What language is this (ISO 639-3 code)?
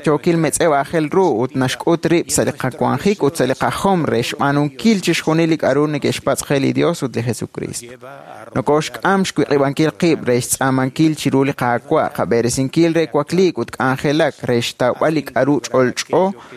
kek